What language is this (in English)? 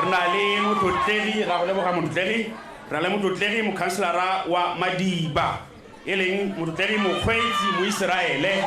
Tswana